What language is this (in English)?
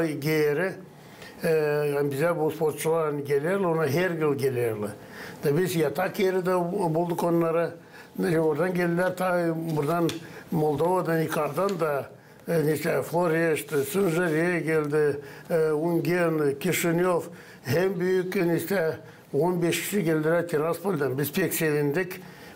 Gagauz